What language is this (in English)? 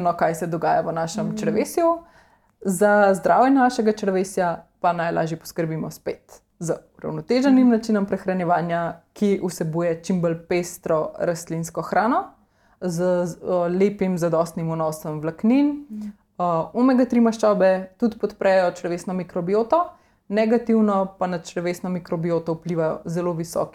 Slovenian